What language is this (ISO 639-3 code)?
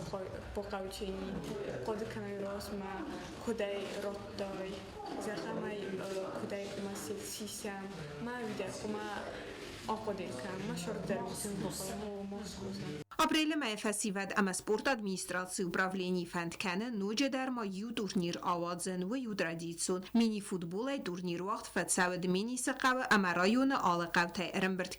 oss